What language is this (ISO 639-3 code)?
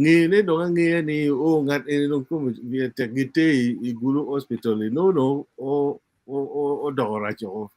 ach